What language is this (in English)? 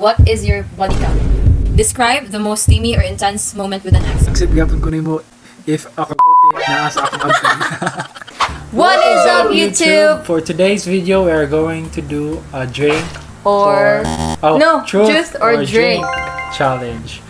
Cebuano